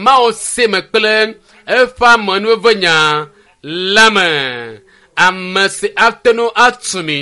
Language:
Ewe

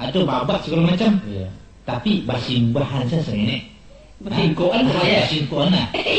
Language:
Minangkabau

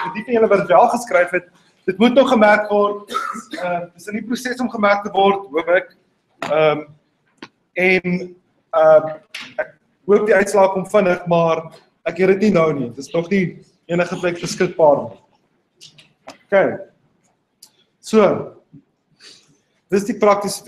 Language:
Afrikaans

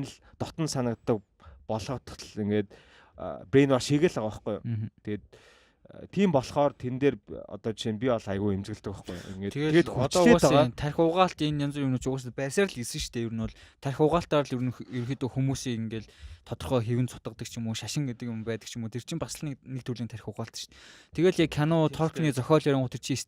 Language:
Mongolian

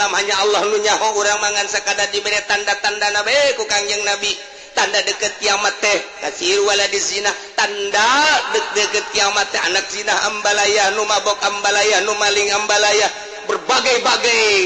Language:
Sundanese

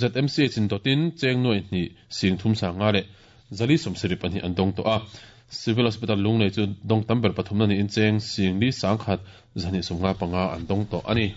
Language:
Mizo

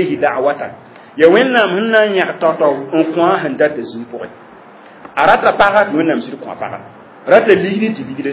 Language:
Mossi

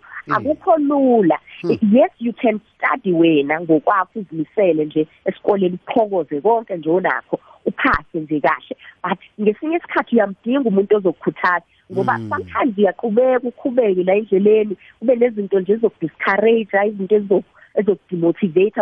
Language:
South Ndebele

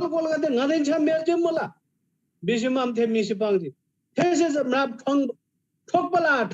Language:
Eastern Tamang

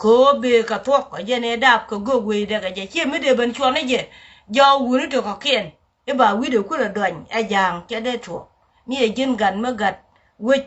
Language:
Nuer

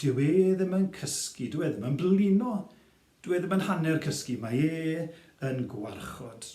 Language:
Welsh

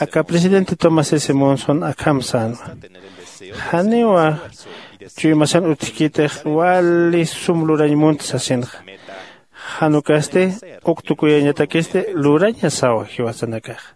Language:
Aymara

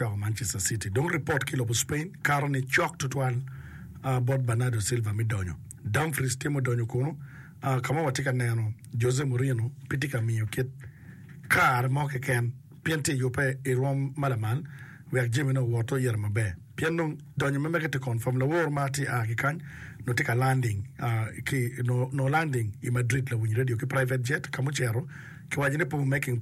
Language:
Acoli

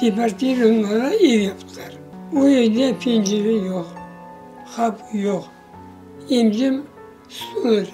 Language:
Crimean Tatar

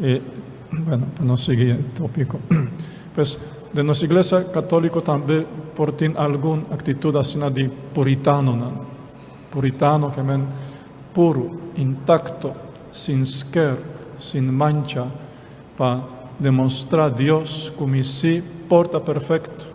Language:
Papiamento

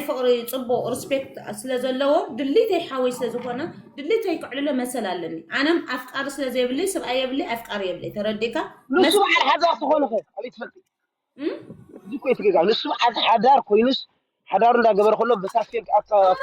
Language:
Tigrinya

